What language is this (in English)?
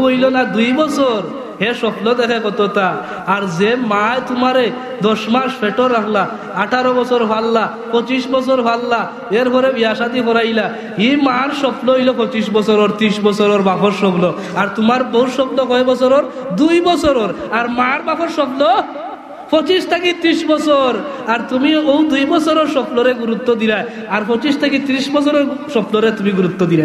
Sylheti